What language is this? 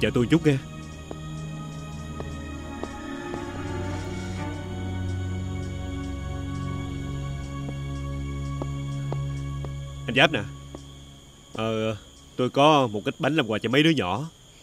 Vietnamese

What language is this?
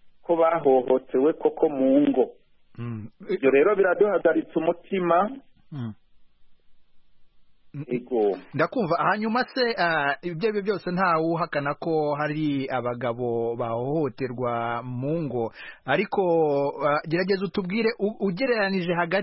Kinyarwanda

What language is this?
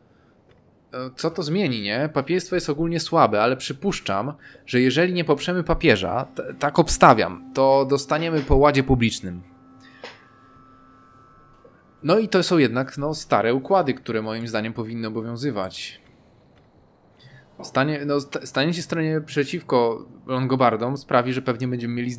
Polish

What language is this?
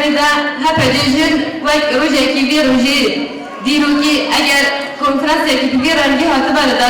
Kurdish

